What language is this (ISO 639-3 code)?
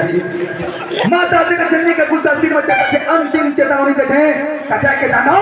hne